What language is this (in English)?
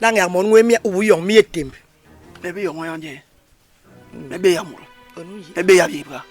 Basaa